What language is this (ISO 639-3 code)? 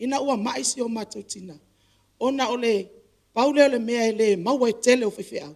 smo